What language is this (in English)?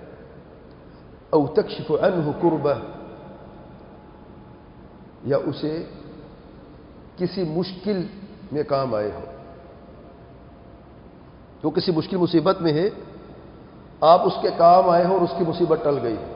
Urdu